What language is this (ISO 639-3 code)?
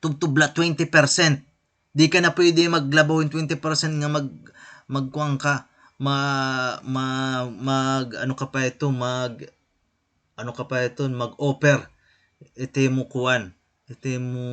war